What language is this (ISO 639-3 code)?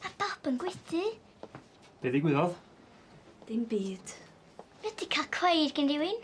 cym